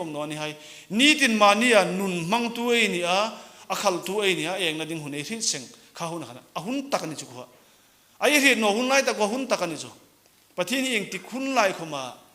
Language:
Hmar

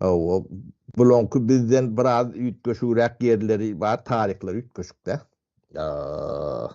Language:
Turkmen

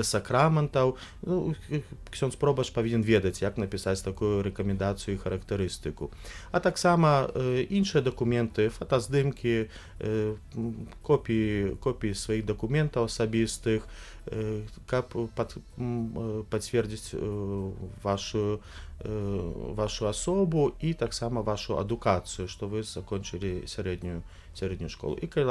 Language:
Belarusian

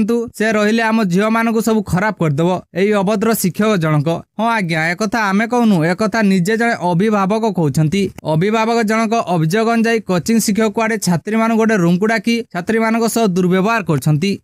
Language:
Odia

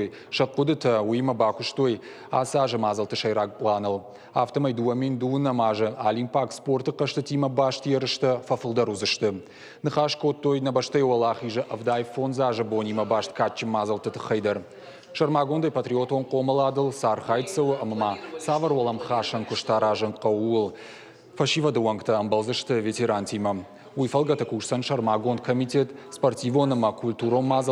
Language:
Ossetic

